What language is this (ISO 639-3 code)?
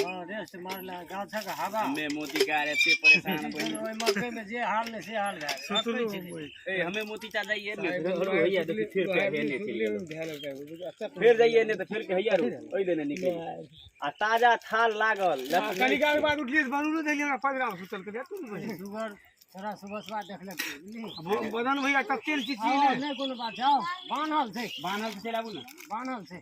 mai